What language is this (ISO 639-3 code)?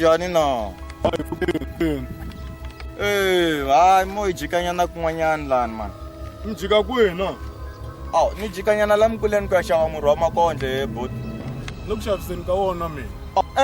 tso